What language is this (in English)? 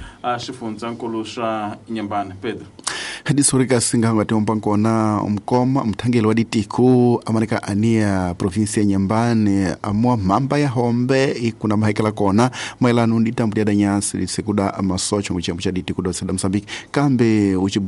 Tsonga